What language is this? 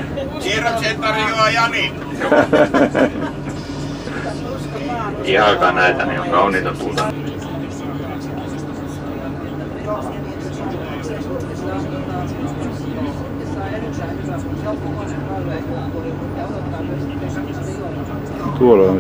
Finnish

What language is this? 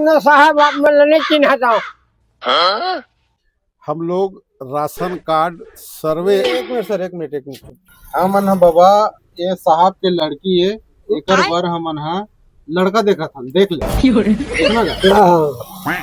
Chhattisgarhi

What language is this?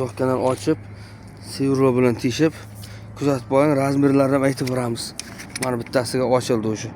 Uzbek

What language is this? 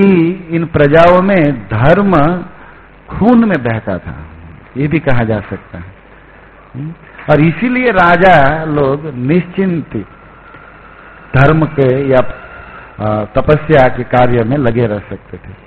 Hindi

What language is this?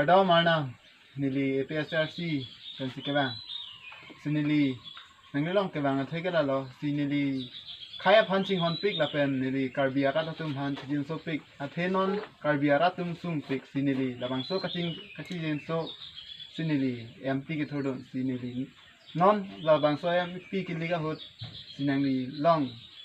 Karbi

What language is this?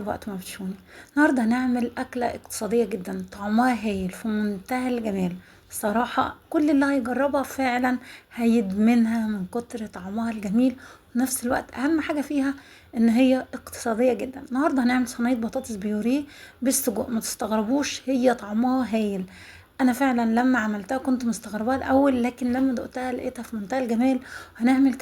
Egyptian Arabic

